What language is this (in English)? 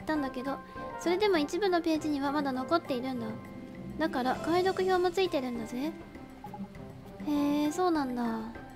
Japanese